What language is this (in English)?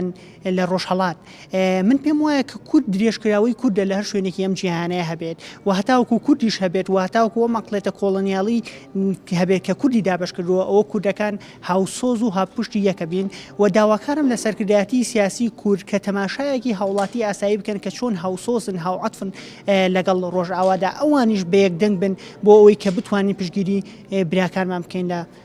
Central Kurdish